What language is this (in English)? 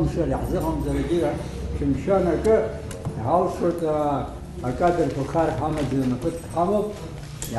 Abkhazian